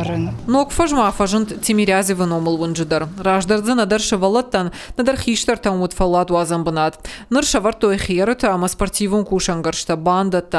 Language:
Ossetic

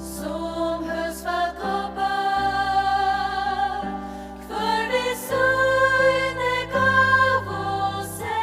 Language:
Faroese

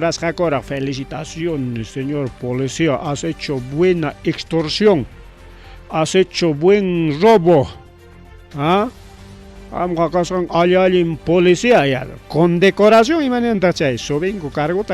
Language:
Ayacucho Quechua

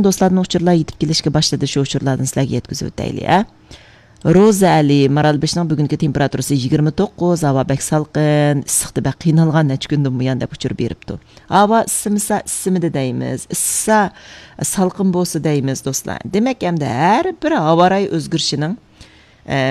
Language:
Uyghur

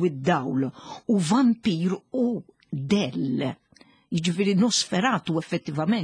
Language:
Maltese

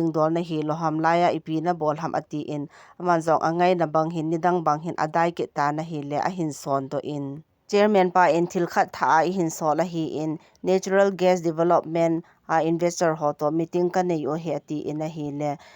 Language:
Thado Chin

